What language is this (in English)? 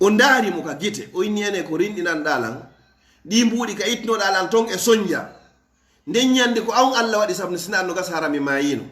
Fula